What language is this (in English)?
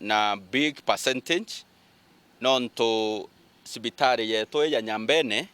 Meru